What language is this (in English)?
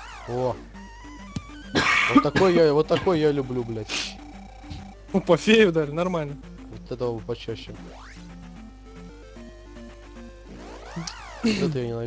Russian